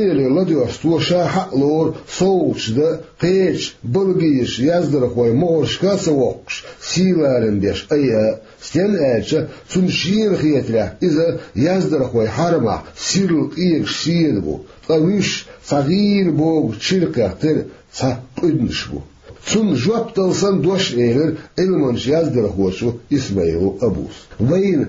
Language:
Chechen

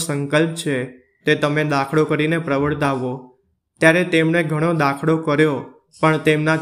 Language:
Gujarati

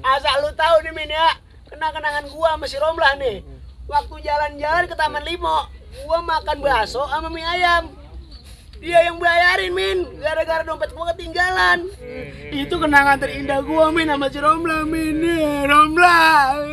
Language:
Betawi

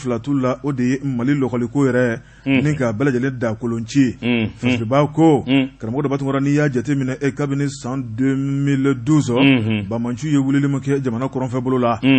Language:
Bambara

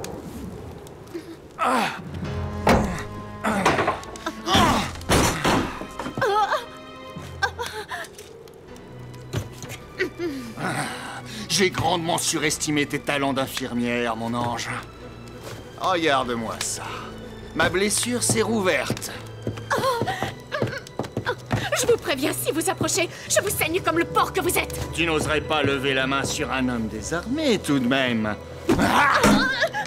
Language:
French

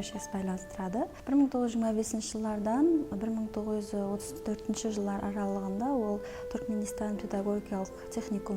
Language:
Kara-Kalpak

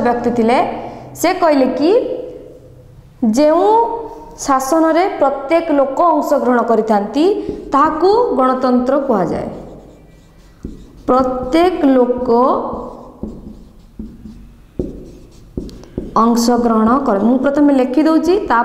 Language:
Odia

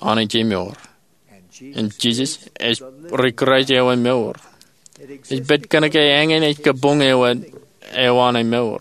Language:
Marshallese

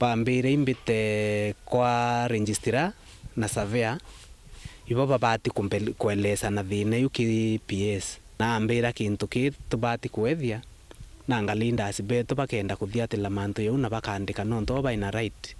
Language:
Meru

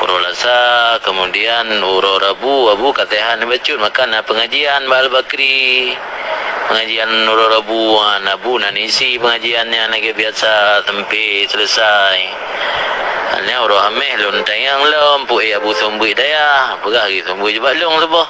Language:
Achinese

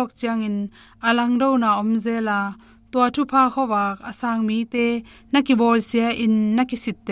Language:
Tedim Chin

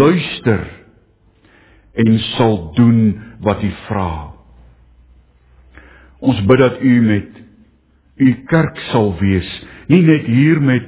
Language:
Afrikaans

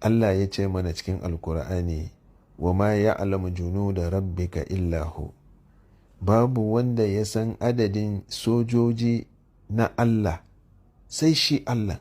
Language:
Hausa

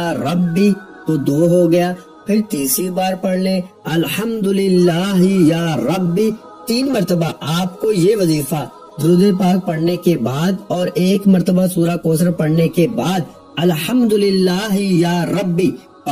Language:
Urdu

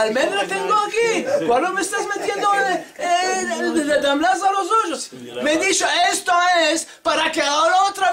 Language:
Ladino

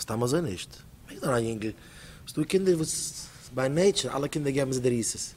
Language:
Yiddish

